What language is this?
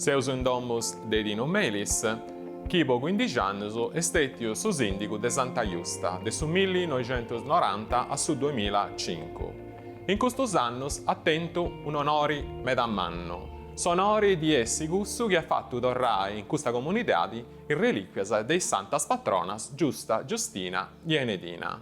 Sardinian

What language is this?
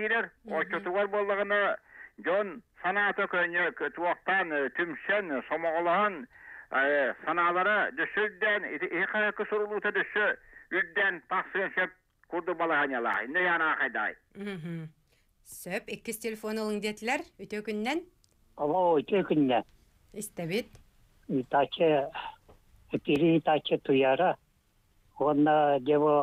Yakut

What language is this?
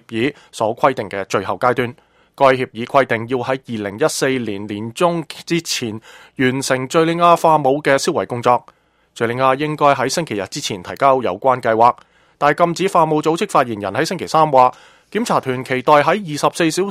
Cantonese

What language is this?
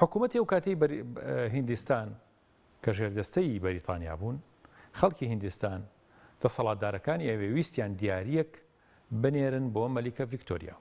Central Kurdish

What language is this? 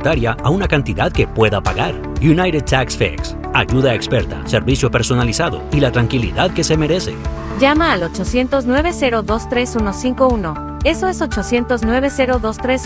Spanish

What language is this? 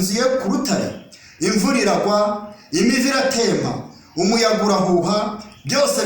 Kinyarwanda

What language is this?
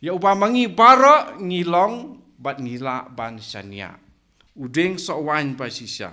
Khasi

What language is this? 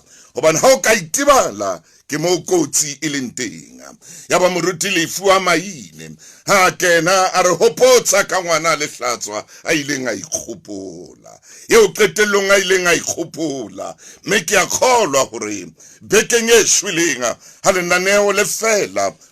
Southern Sotho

